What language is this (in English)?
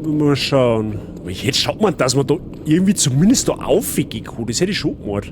Bavarian